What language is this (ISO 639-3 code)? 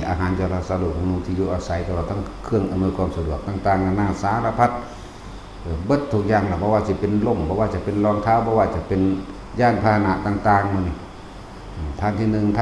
tts